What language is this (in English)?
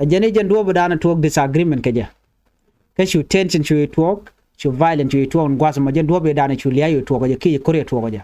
Nuer